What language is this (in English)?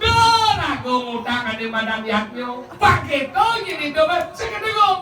Balinese